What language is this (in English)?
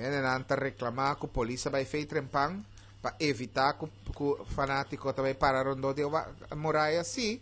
Papiamento